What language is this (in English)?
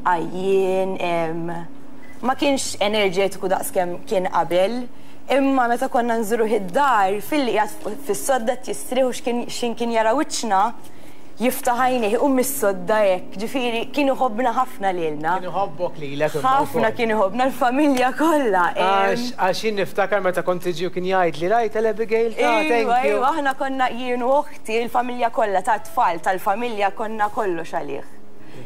Maltese